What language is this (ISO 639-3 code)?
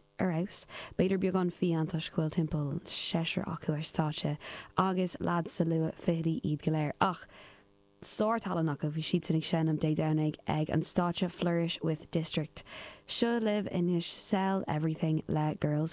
gle